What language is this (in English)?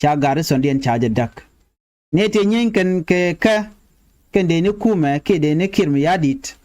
Nuer